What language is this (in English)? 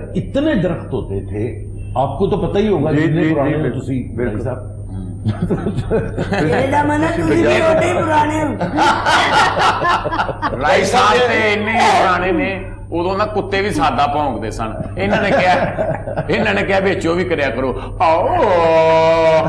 Punjabi